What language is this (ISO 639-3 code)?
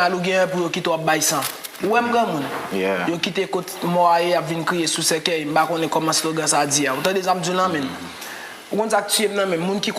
hat